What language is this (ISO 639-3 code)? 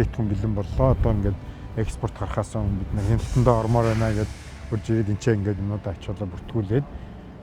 mon